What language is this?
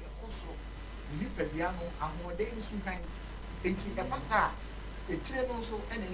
Akan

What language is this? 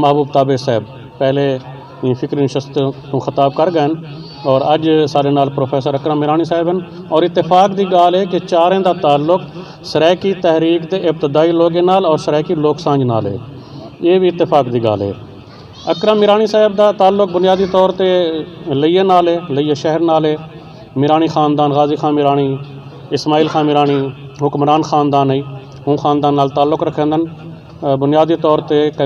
Saraiki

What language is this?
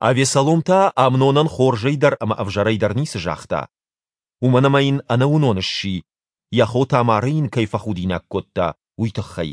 Ossetic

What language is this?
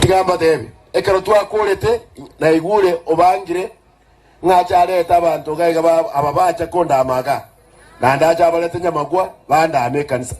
Gusii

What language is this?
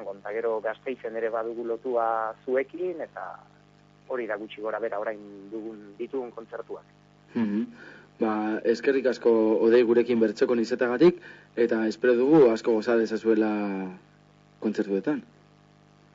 Basque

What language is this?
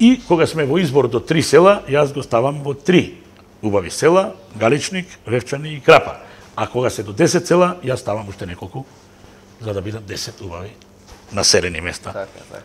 Macedonian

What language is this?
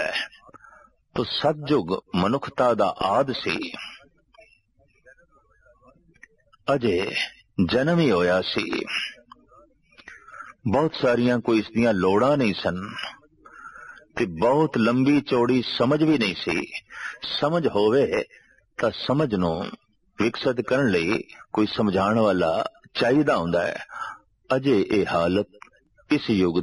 Punjabi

